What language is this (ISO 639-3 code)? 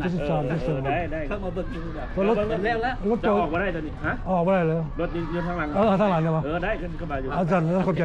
lao